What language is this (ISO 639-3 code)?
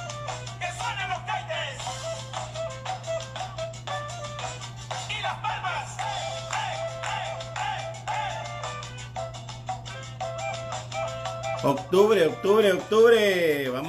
spa